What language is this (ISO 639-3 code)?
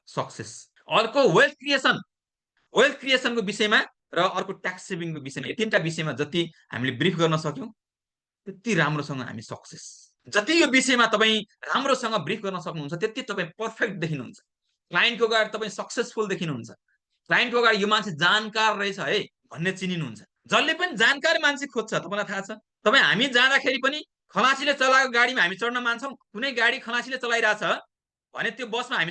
nep